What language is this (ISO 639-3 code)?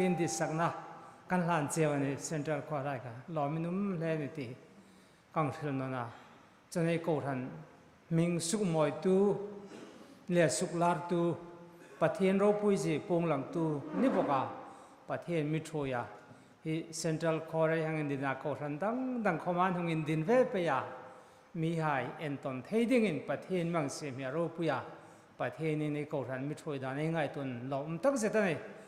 hmr